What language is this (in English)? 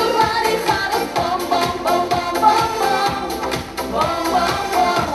Chuvash